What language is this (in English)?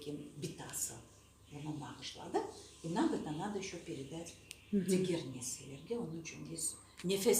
Crimean Tatar